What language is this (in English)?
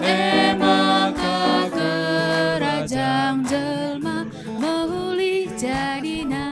Batak Karo